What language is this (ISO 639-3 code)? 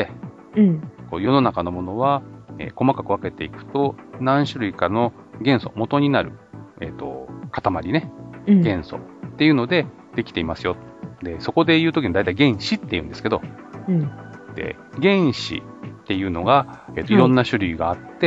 jpn